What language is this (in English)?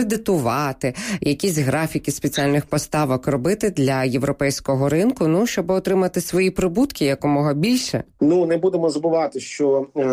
Ukrainian